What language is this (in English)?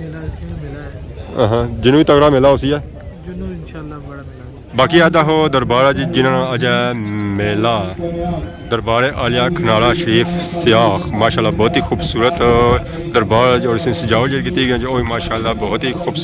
Pahari-Potwari